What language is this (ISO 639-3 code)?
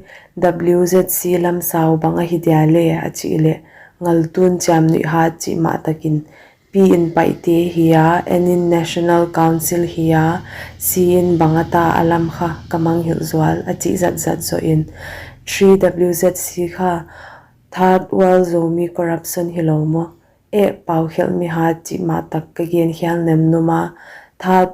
pck